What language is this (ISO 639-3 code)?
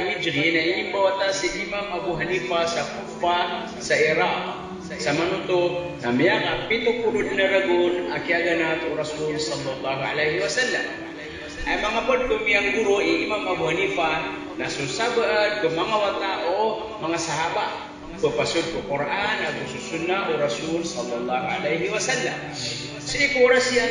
mrw